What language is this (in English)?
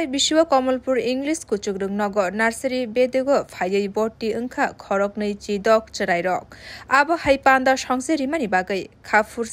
Kok Borok